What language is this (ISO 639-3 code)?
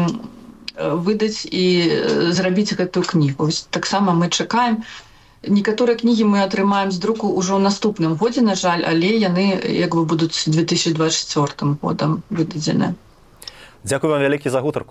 bel